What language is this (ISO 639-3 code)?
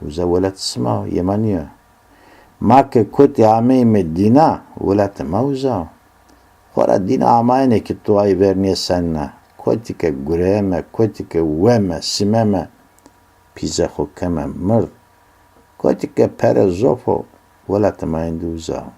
zza